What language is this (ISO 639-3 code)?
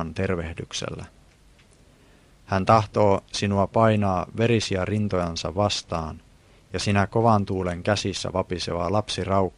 fin